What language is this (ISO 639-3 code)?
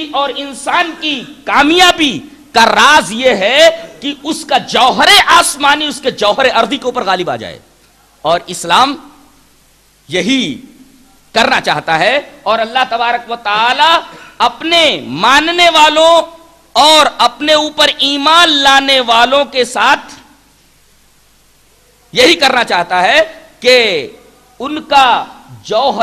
urd